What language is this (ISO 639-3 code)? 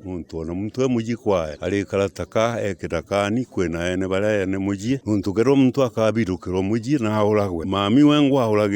mer